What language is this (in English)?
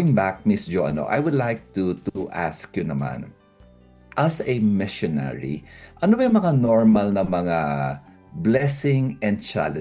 Filipino